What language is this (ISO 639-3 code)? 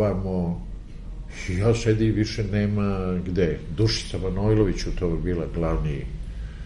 srp